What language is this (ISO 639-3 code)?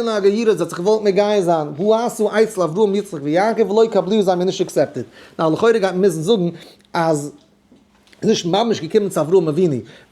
yid